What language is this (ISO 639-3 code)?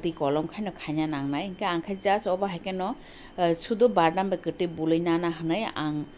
trp